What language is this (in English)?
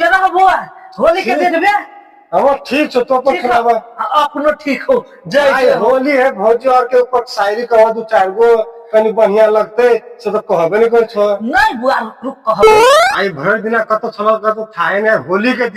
Maithili